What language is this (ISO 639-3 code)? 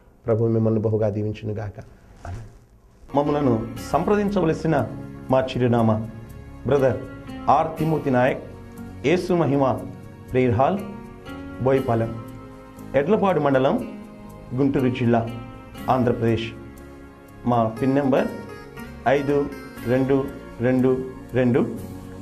tel